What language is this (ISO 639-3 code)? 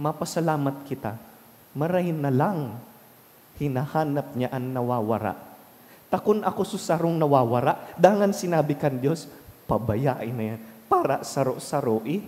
bik